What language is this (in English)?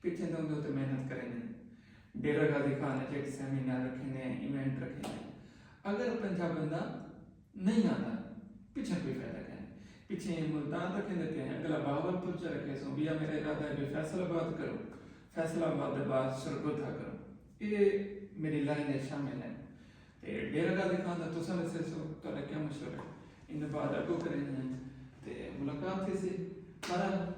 Saraiki